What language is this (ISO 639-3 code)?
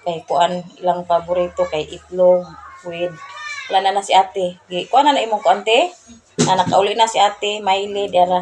ceb